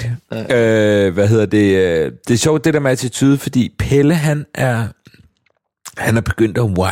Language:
Danish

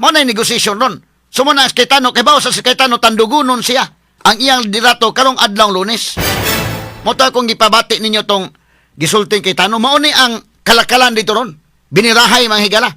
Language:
Cebuano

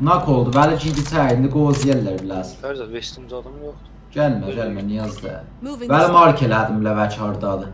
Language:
South Azerbaijani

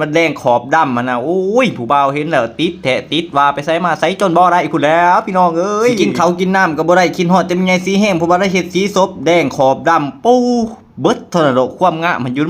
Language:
Lao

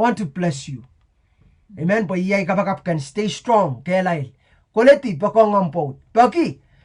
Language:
Pohnpeian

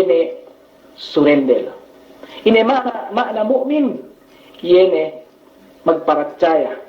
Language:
Yakan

